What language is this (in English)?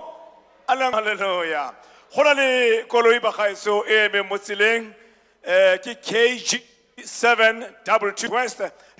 Tswana